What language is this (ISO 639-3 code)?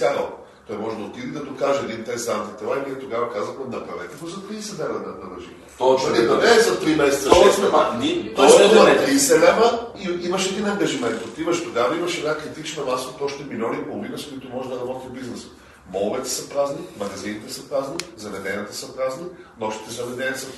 bul